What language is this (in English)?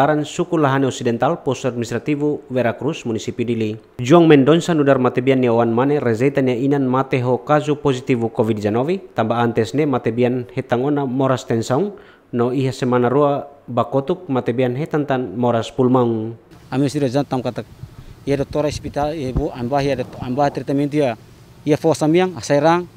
Tetum